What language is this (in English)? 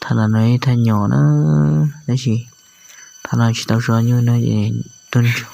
Hmong